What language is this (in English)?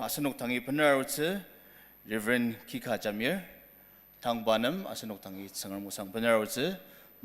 Ao Naga